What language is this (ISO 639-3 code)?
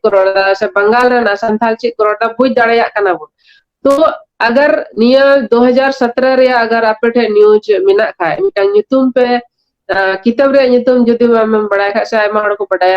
sat